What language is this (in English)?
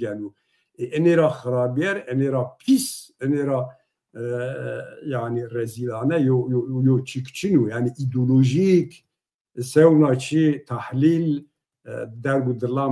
Zaza